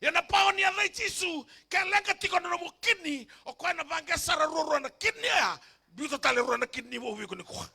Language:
Fijian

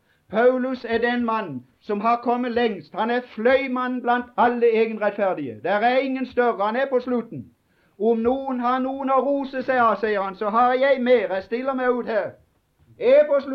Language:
Norwegian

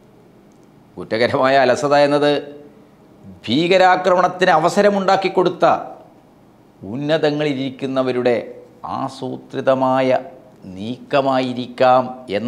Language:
Malayalam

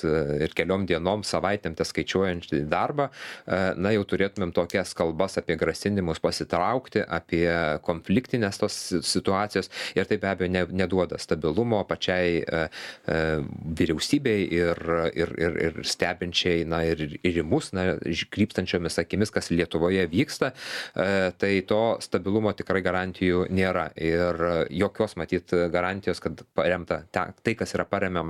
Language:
Lithuanian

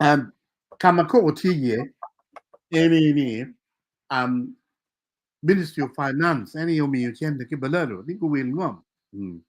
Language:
Acoli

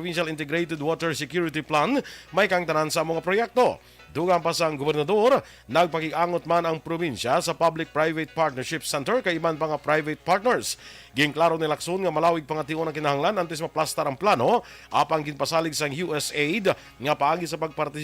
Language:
Hiligaynon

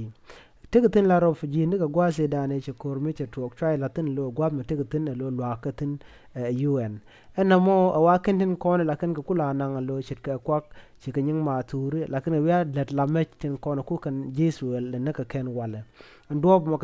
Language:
Nuer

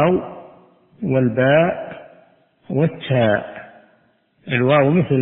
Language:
Arabic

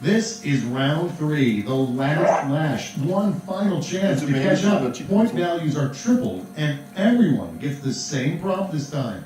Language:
Bavarian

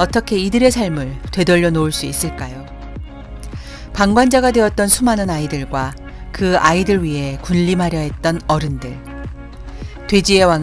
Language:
Korean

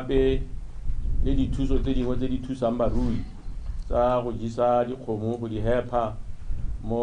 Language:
Tswana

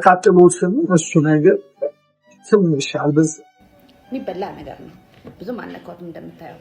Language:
Amharic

